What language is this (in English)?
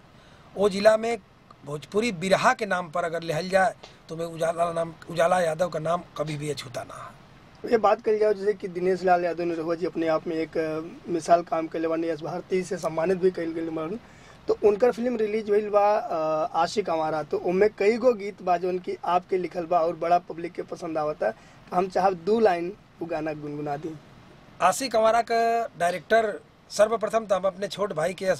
Bhojpuri